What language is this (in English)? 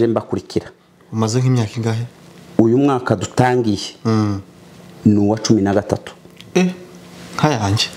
Kinyarwanda